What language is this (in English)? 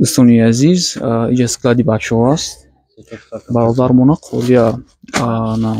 Tajik